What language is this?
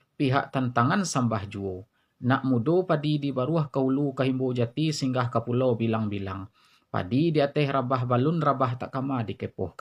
Minangkabau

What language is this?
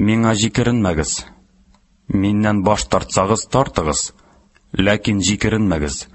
Tatar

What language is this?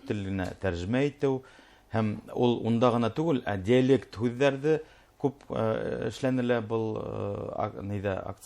Bashkir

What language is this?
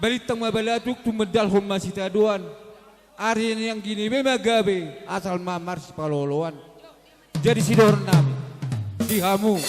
Batak Toba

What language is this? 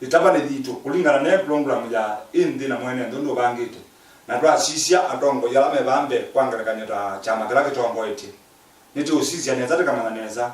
Kamba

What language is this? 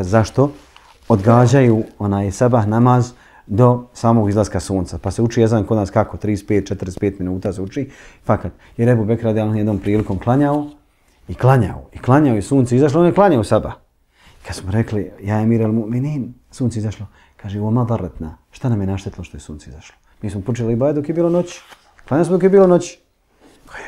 Bosnian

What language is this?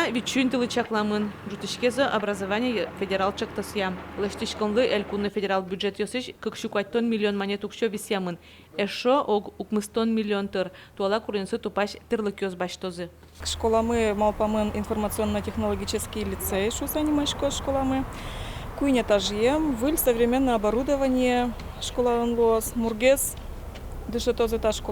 Udmurt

